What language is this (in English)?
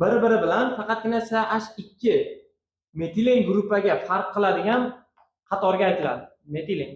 Uzbek